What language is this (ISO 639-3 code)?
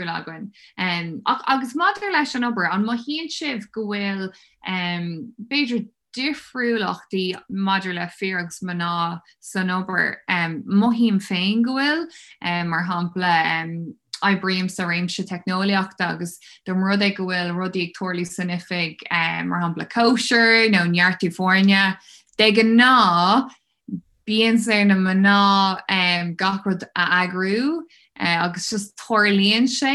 gle